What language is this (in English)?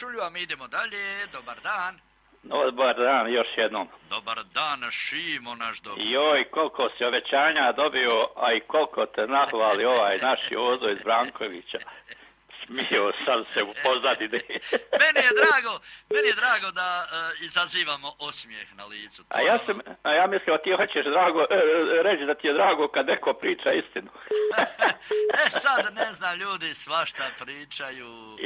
Croatian